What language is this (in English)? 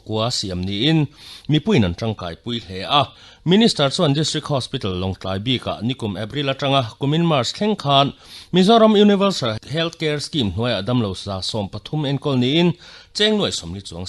Mizo